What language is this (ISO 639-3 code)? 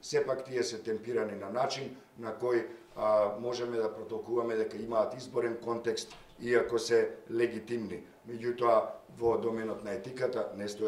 mkd